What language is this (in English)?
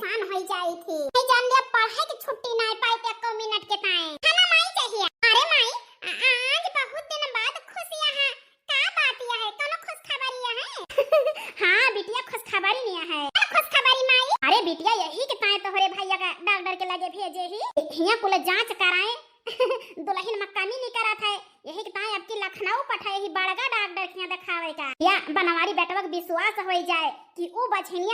Awadhi